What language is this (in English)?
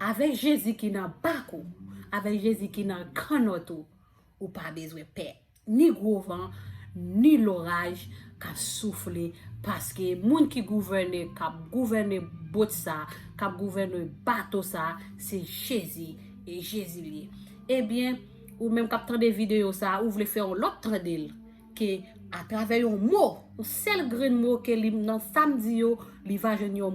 Haitian Creole